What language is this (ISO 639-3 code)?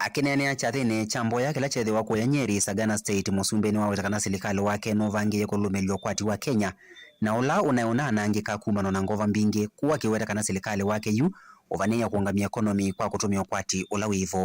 kam